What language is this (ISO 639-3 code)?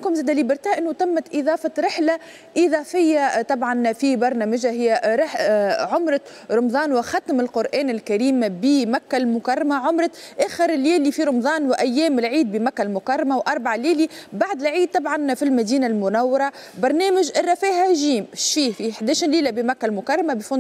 aeb